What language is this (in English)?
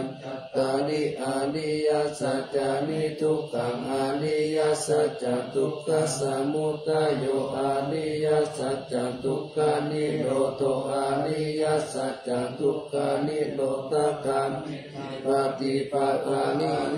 Pali